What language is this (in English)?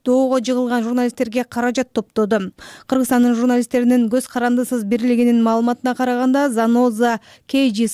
Kyrgyz